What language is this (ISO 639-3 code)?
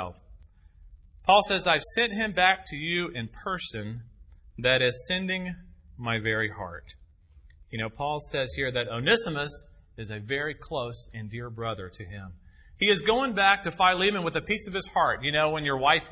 eng